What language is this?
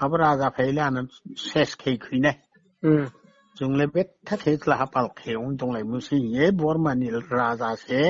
Riang (India)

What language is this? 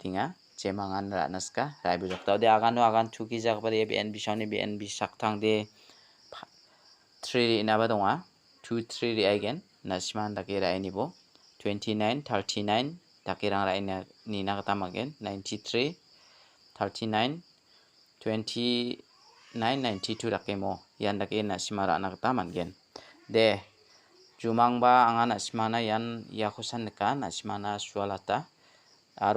Garo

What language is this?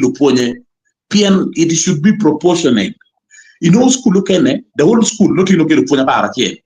Acoli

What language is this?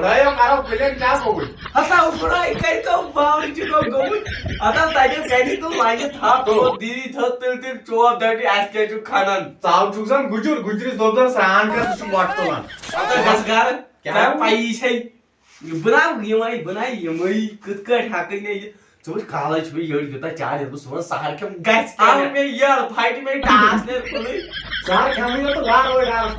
Kashmiri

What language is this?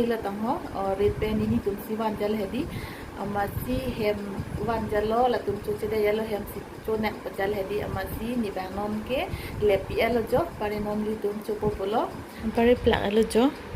Karbi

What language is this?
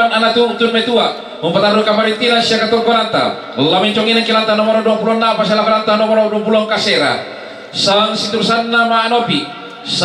Toraja-Sa'dan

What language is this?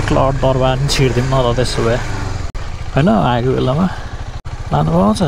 Nepali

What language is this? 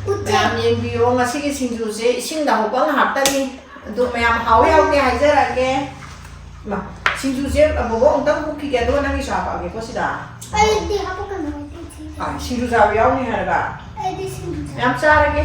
Manipuri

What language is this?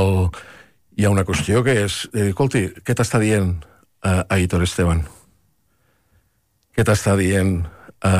Catalan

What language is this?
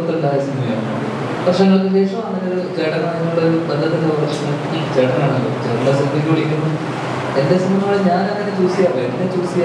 Malayalam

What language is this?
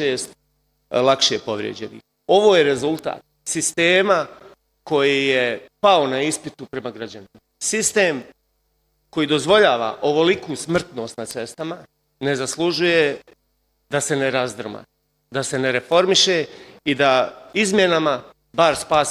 Bosnian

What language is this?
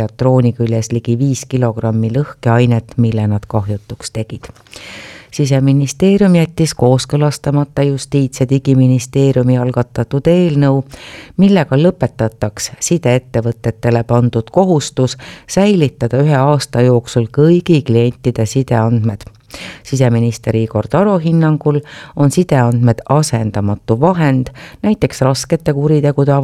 Estonian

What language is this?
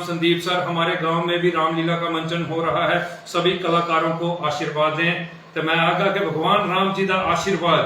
Dogri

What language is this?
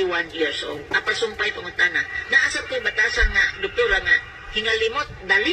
Cebuano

